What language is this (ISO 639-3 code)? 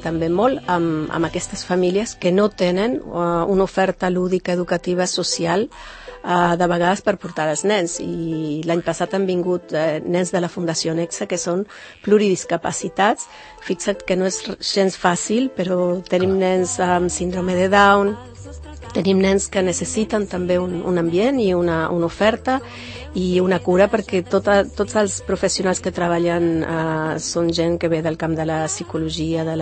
cat